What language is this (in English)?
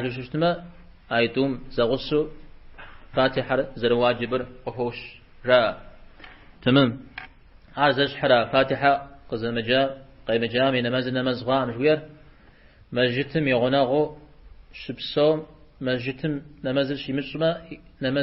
Kabardian